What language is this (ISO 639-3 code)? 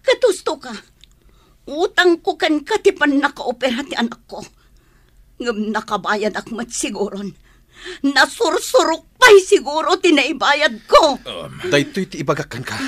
ilo